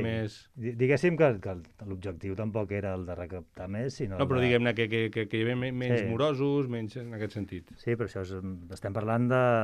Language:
Catalan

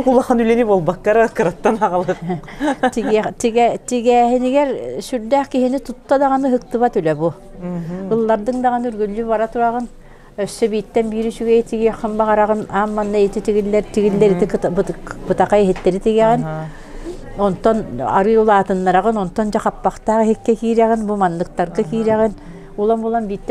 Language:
Yakut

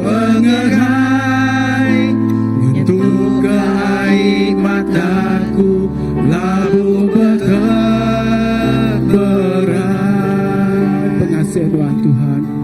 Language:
Iban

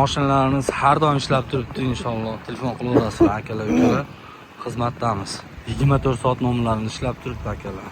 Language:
Uzbek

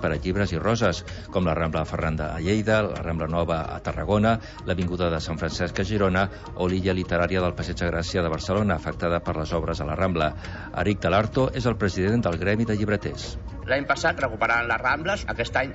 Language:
Catalan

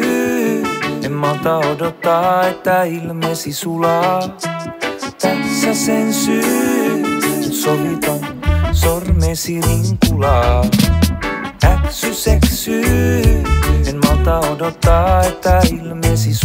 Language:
Finnish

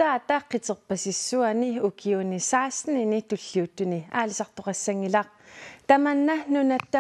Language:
Kalaallisut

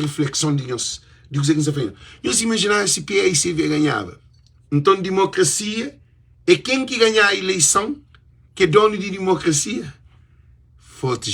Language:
Kabuverdianu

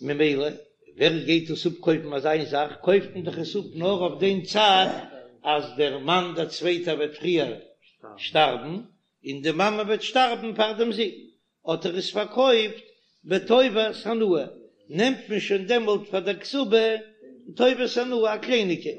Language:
Yiddish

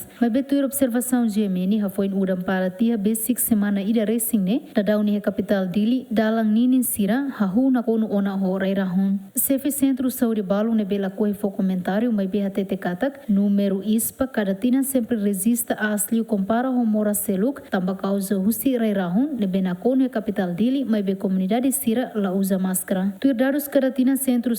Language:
Tetum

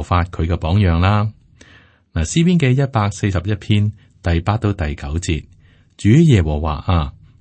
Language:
Cantonese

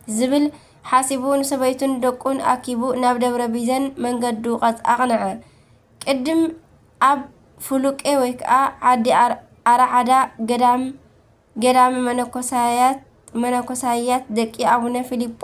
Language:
Tigrinya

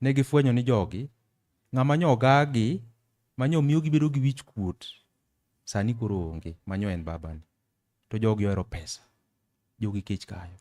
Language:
Luo (Kenya and Tanzania)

